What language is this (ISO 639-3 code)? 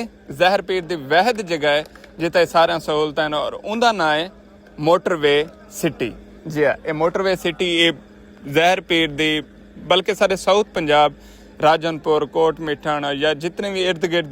skr